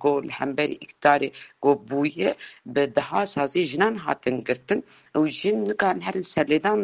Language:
Kurdish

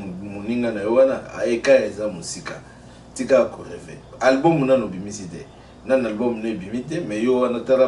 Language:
Lingala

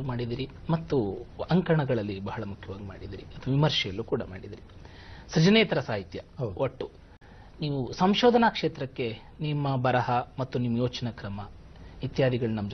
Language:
Kannada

